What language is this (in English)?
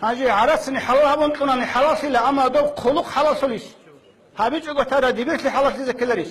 Avaric